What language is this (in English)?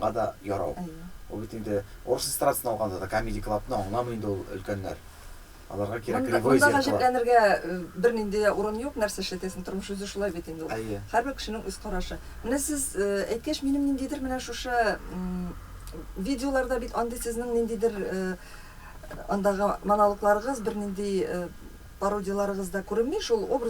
Tatar